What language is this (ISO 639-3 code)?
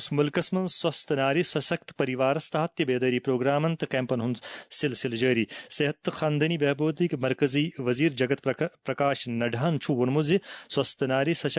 kas